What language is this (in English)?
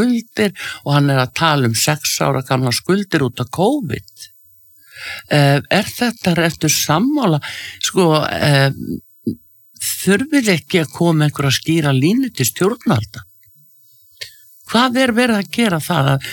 Icelandic